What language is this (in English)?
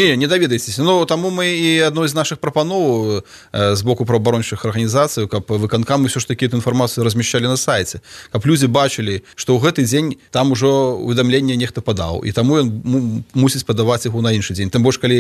Belarusian